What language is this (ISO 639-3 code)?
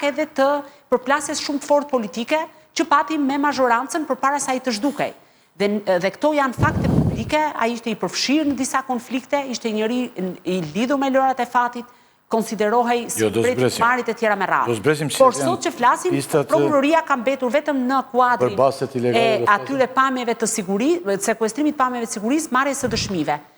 sqi